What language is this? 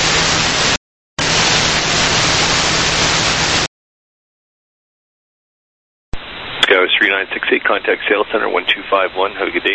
English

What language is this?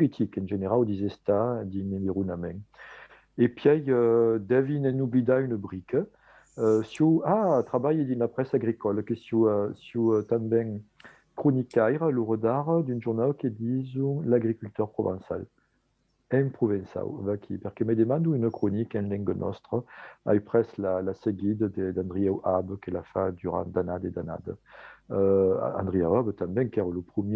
Occitan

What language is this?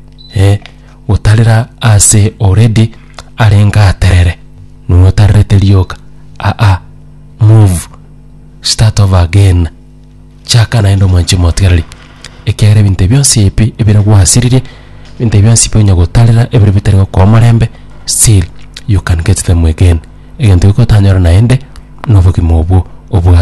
Gusii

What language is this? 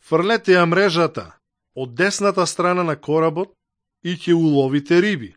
Macedonian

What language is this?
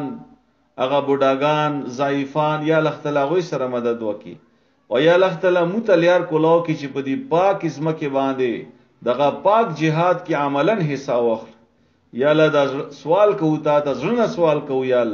Pashto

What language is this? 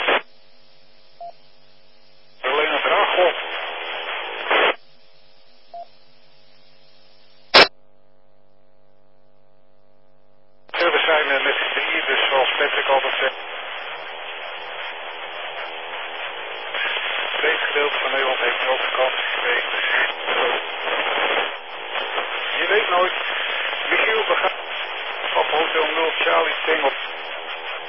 Dutch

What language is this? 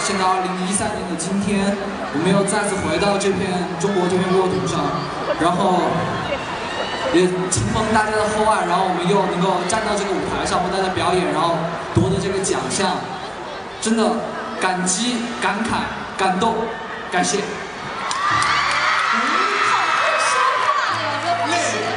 Chinese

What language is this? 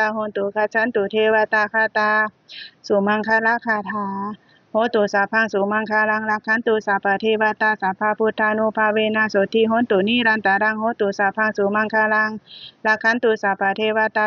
Pali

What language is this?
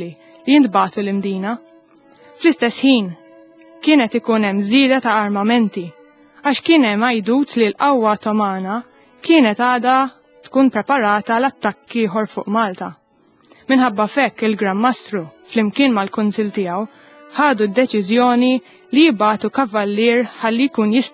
Maltese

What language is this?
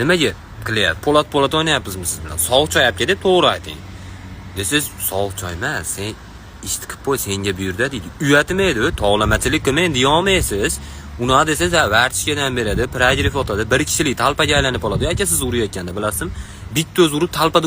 Uzbek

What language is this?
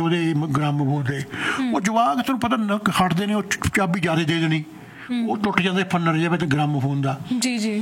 Punjabi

